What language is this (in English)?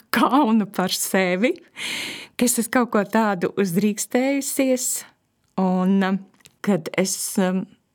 Latvian